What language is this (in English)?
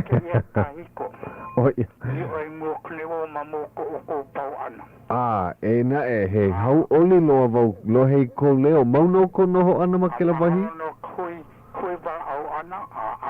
Hawaiian